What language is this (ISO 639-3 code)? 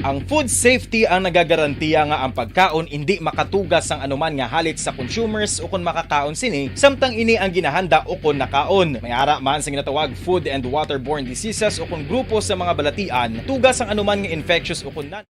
hil